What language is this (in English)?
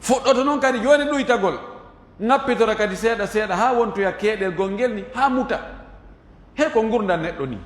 Fula